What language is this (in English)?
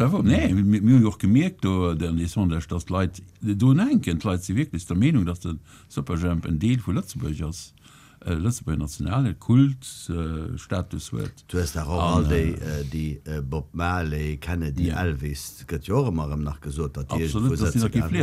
Luxembourgish